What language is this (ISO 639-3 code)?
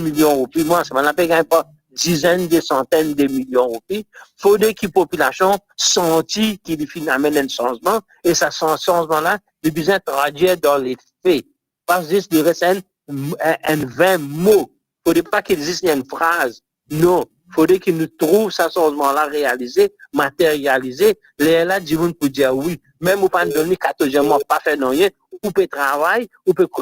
mfe